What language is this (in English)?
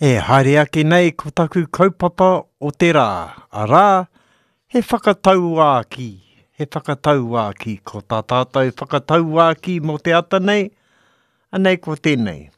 Māori